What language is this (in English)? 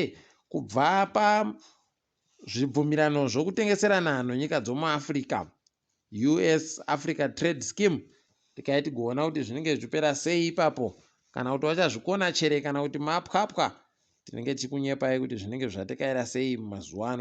Ndau